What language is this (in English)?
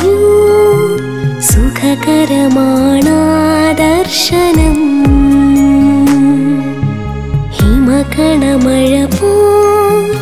Malayalam